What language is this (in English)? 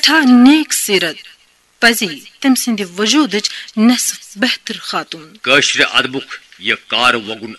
Kashmiri